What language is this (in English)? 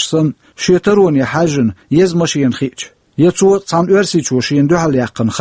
Chechen